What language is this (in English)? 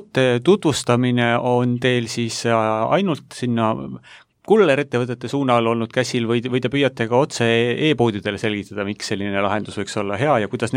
Estonian